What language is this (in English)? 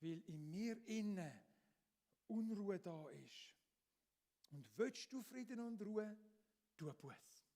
Swiss German